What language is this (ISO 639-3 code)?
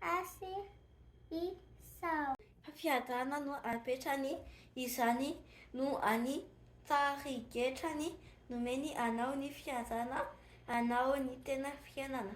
mlg